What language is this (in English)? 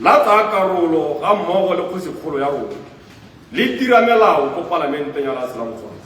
Tswana